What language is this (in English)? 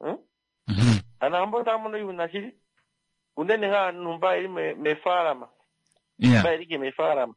Kuanyama